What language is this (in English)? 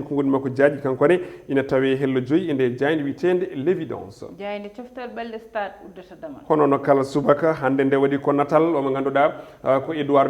Fula